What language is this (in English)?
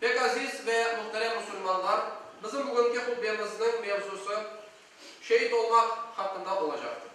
Crimean Tatar